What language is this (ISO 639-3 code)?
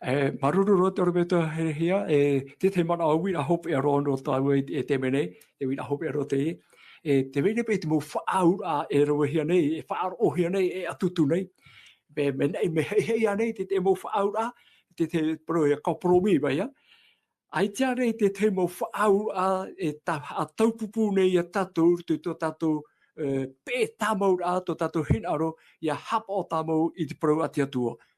tah